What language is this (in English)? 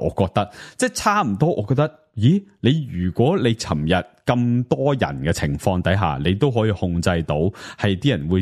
Cantonese